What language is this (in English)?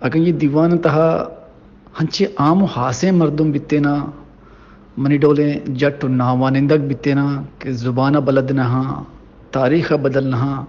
Baluchi